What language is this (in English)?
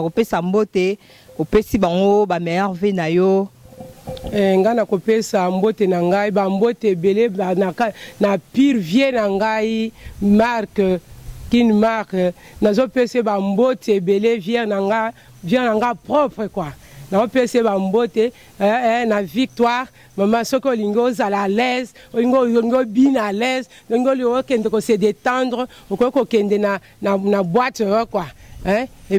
Lingala